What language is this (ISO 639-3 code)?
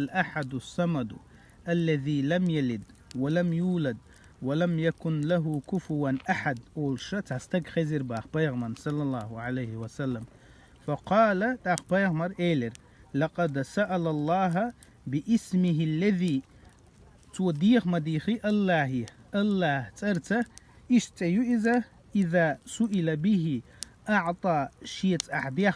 che